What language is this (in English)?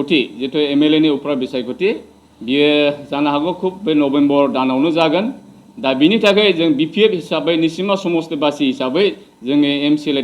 Bodo